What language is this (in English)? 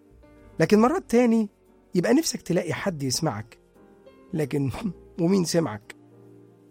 Egyptian Arabic